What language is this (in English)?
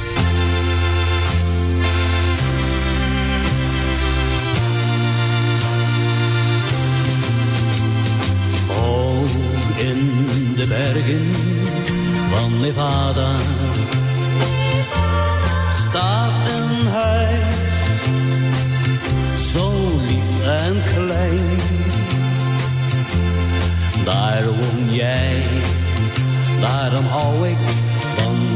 Dutch